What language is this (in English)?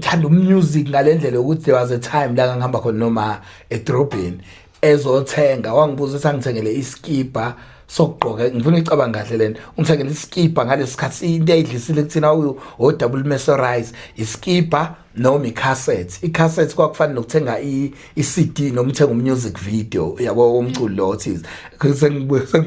Zulu